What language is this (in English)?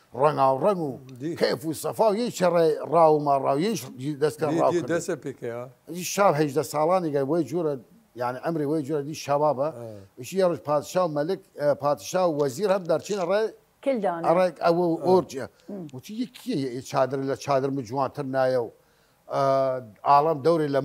Southern Kurdish